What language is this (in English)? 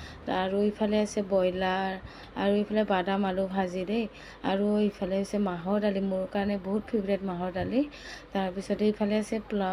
Assamese